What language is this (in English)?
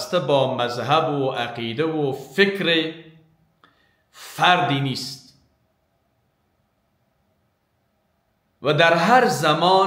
Persian